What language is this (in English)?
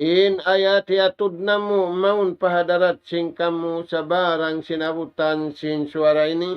Tausug